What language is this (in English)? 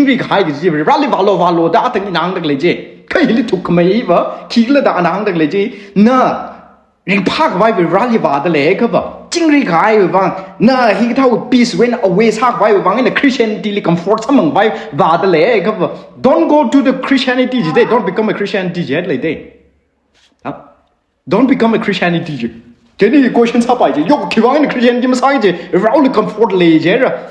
Tangkhul Naga (India)